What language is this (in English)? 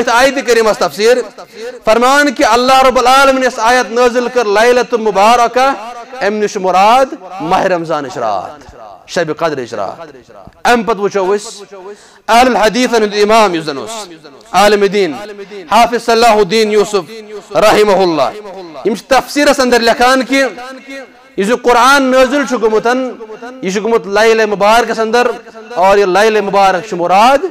Kashmiri